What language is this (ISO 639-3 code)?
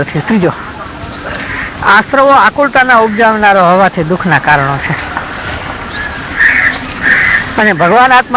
guj